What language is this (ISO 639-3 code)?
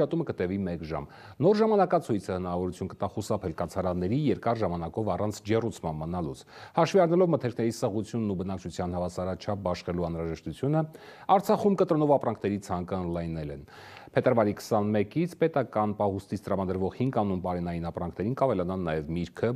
hye